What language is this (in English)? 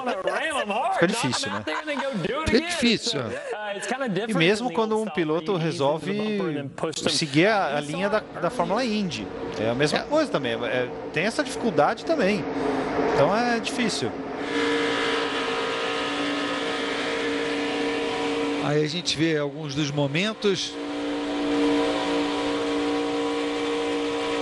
Portuguese